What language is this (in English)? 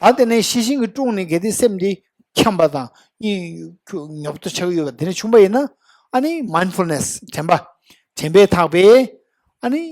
Tibetan